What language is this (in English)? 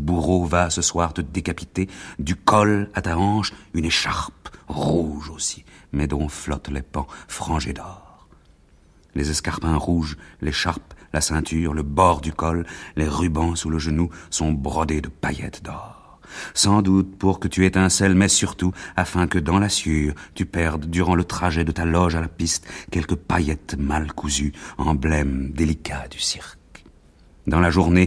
French